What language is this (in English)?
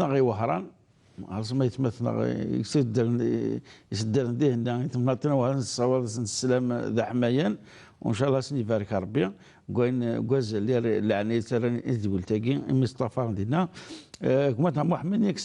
Kabyle